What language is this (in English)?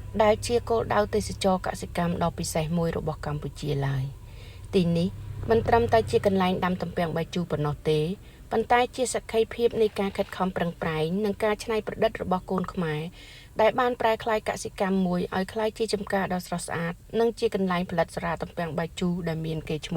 Khmer